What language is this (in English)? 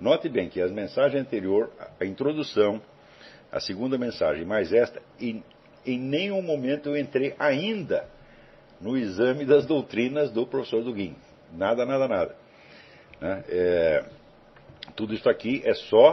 Portuguese